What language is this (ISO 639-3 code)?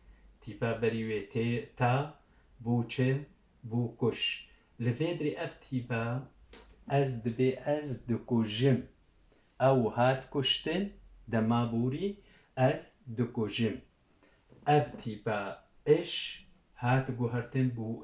kur